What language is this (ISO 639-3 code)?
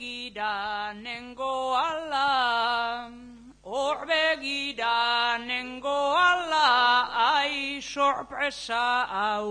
eus